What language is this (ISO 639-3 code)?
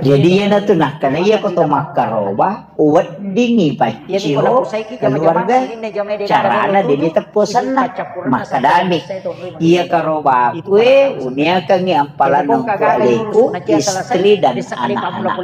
bug